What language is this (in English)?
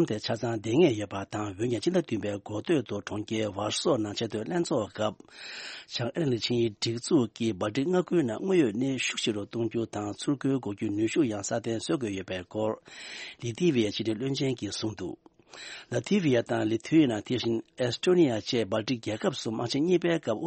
Tibetan